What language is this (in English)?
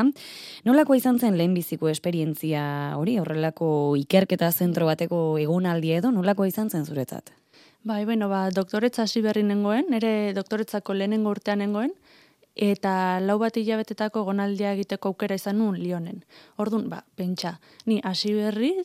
Basque